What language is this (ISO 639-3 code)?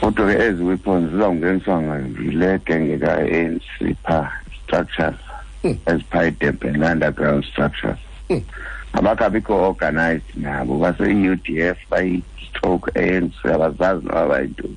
xho